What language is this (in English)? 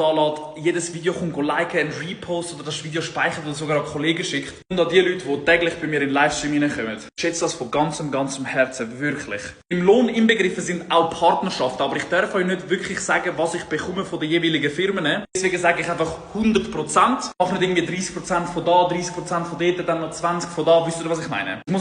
Swiss German